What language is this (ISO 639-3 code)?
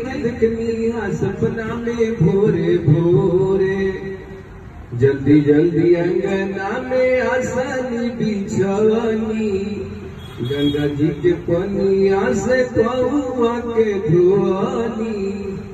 bho